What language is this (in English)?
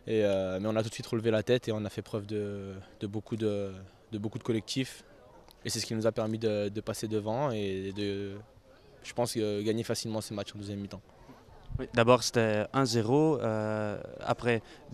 French